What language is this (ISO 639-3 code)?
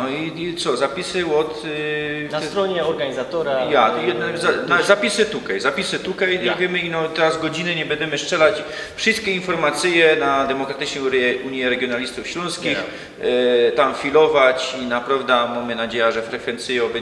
szl